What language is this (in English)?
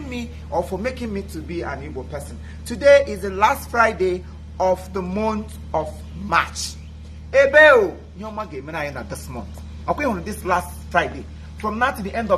Igbo